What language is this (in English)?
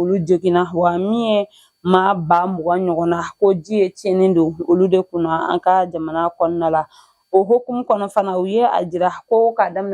Bambara